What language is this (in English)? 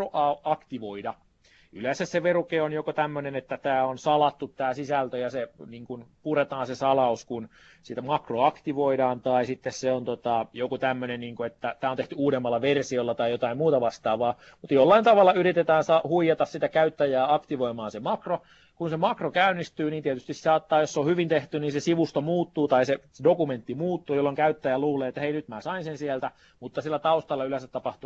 Finnish